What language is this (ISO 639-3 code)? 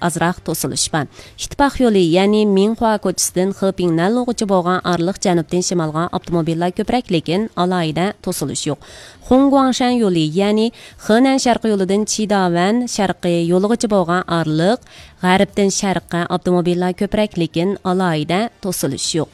uig